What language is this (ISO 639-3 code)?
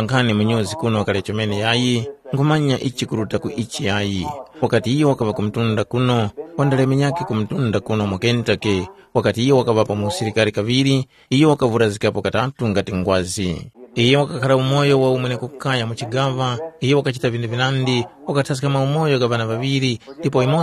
tum